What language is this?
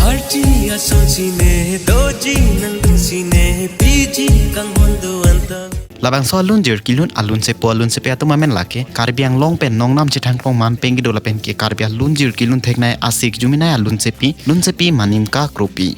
Karbi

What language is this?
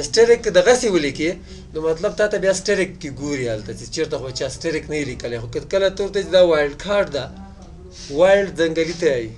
Pashto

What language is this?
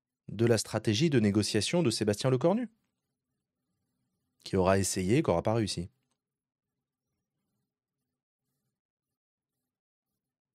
French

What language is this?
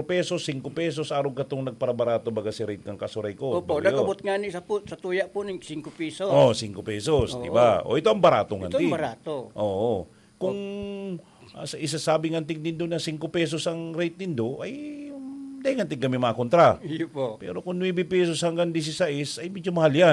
Bikol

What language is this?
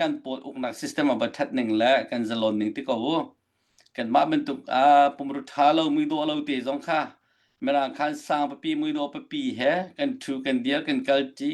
Hakha Chin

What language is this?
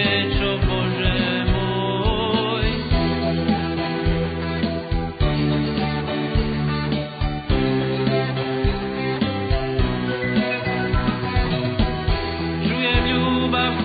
Croatian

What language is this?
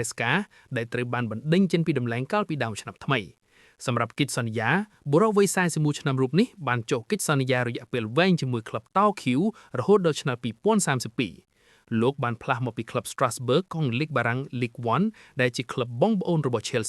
Khmer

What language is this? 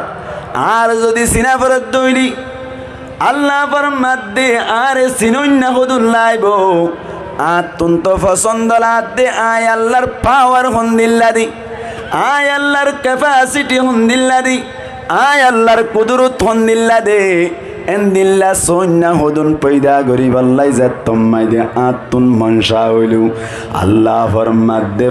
Rohingya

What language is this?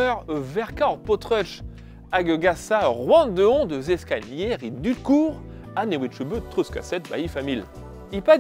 Breton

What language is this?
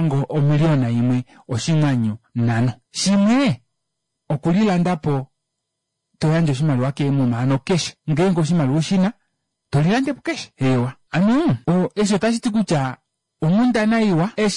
Kuanyama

